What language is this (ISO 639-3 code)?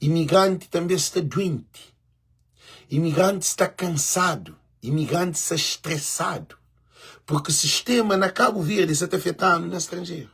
kea